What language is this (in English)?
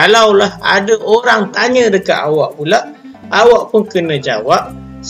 Malay